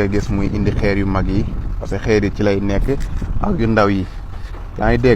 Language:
Wolof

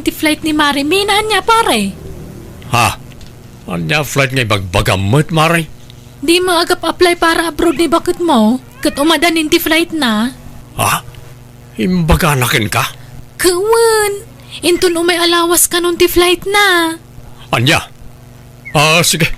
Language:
Iloko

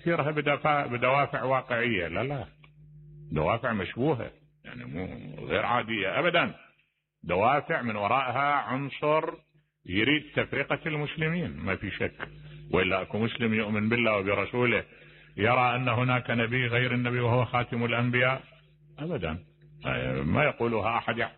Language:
Mesopotamian Arabic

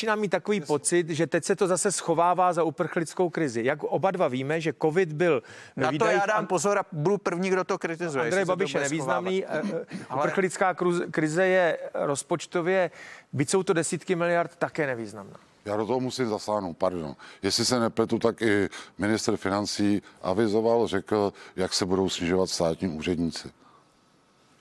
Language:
Czech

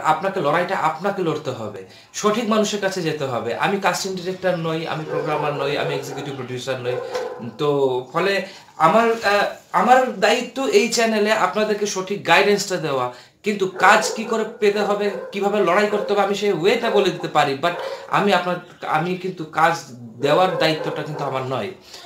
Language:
Bangla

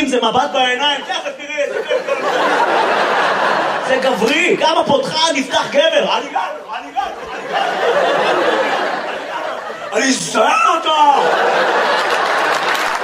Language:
Hebrew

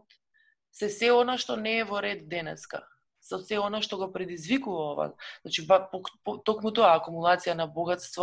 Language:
Macedonian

